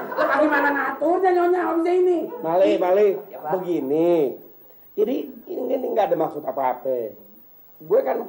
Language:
Betawi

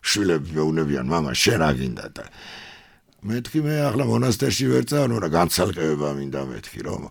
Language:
Georgian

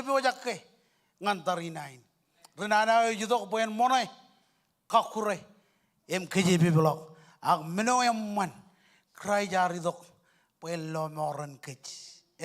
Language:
Marshallese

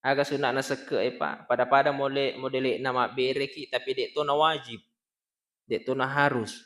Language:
Buginese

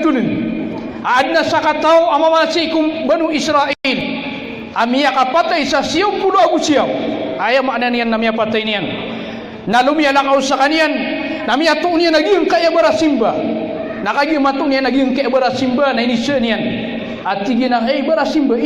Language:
Maranao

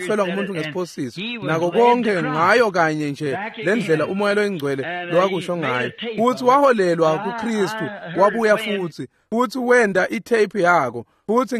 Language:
Swati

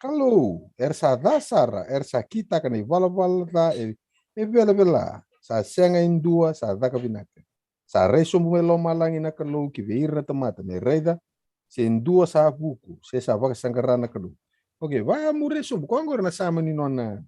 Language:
Fijian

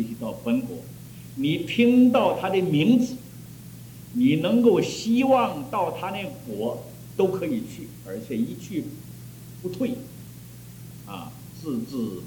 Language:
Chinese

